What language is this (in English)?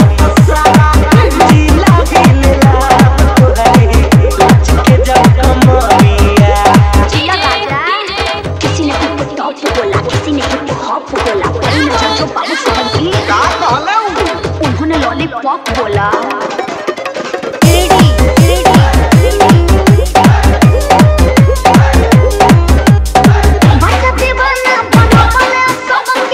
Bhojpuri